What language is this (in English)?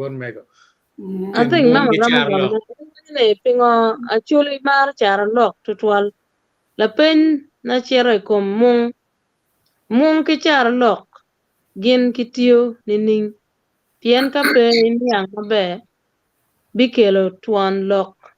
Acoli